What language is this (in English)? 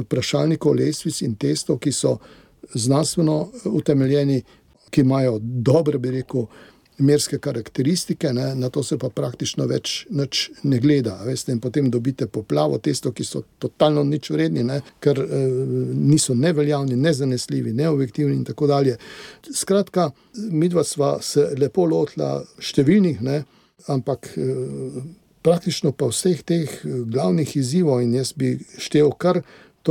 Slovenian